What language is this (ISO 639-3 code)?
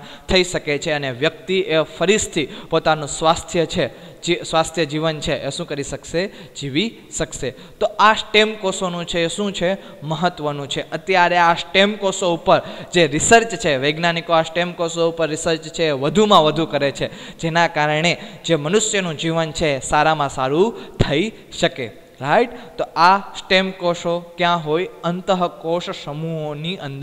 guj